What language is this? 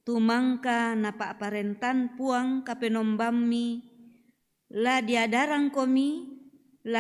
Toraja-Sa'dan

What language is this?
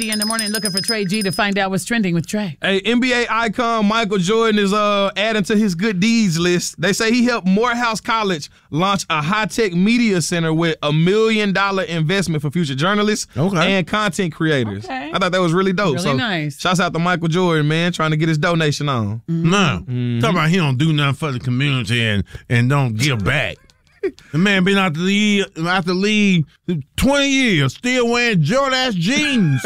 English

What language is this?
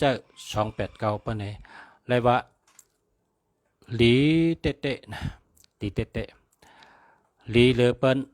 Shan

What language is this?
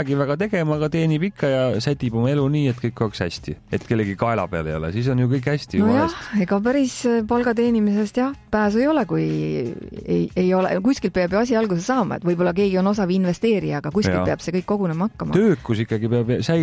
Estonian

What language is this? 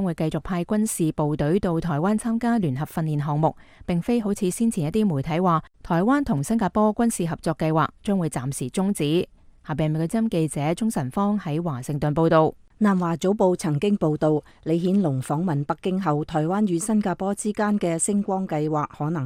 Cantonese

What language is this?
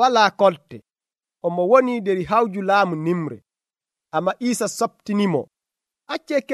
Nigerian Fulfulde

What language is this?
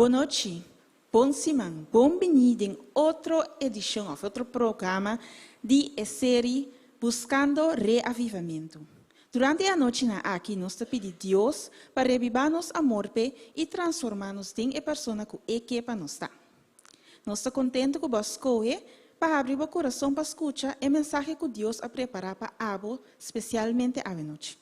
Papiamento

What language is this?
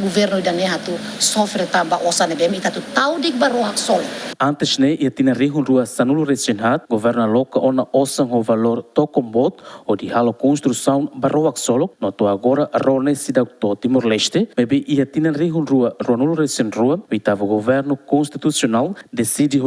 Tetum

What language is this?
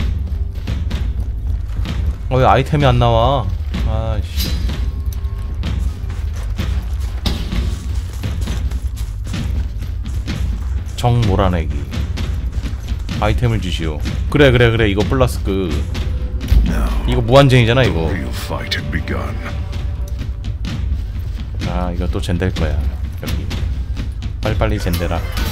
Korean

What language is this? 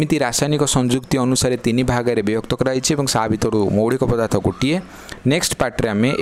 Odia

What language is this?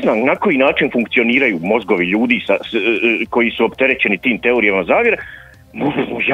Croatian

